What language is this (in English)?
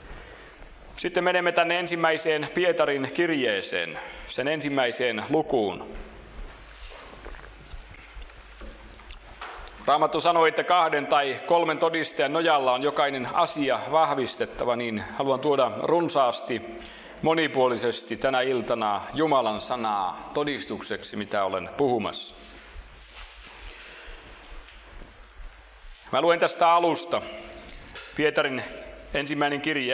Finnish